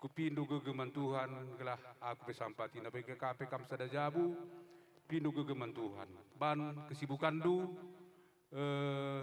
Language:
Batak Karo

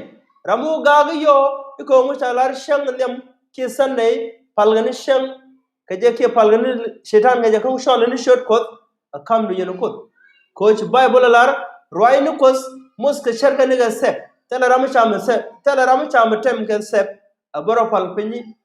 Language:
Nuer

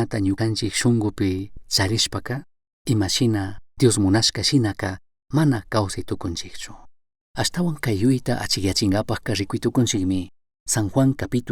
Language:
Chimborazo Highland Quichua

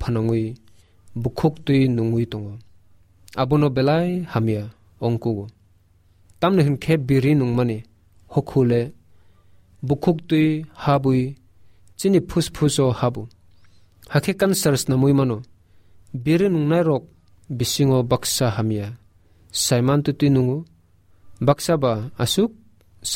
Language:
Kok Borok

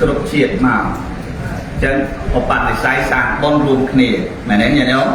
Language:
Khmer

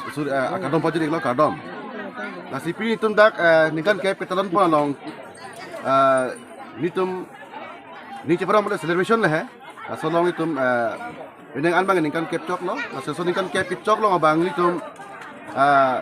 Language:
Karbi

